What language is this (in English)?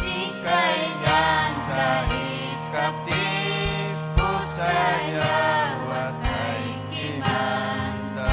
Ayacucho Quechua